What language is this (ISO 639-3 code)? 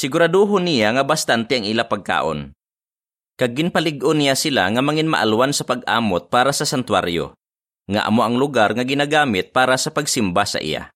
hil